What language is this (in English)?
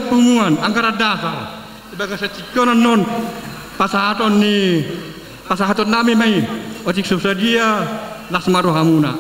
Batak Toba